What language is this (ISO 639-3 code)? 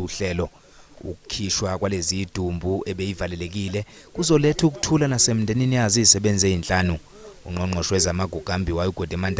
zul